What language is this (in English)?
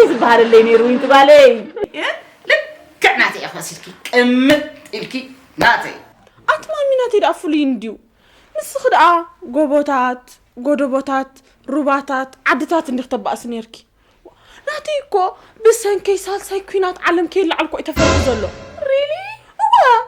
Tigrinya